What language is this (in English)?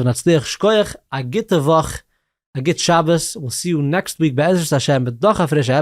Yiddish